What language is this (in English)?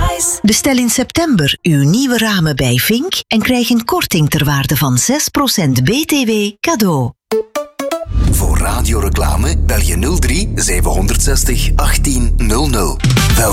Dutch